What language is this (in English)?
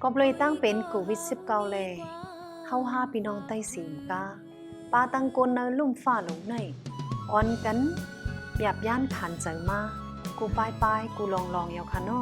Shan